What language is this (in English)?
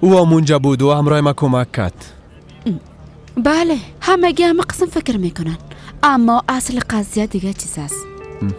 Persian